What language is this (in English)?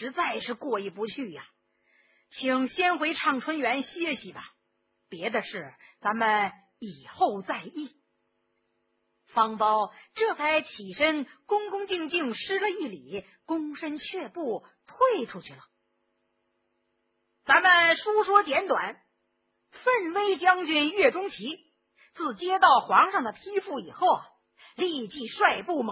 Chinese